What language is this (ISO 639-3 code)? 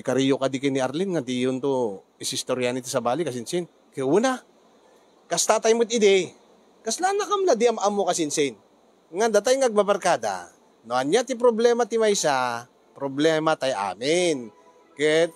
ilo